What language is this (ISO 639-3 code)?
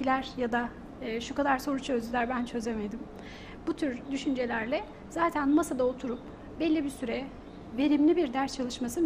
tur